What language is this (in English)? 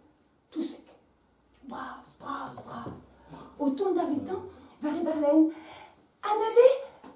Breton